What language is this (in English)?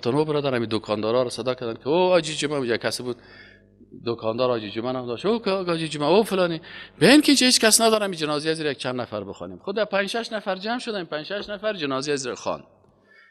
Persian